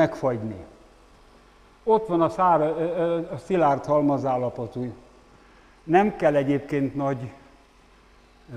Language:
Hungarian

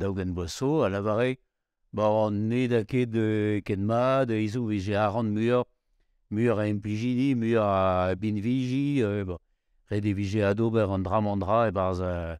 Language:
Breton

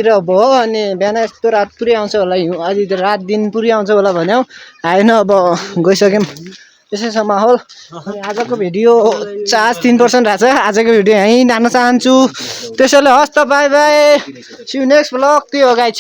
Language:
Nepali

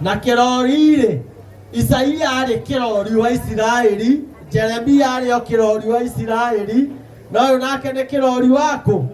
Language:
Kikuyu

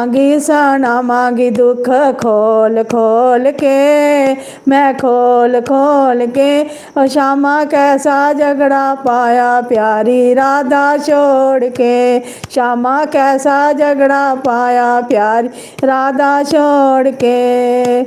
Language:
Dogri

